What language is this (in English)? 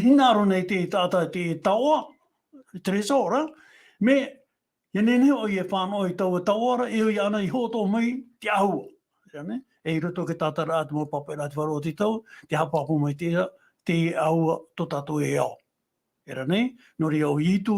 Tahitian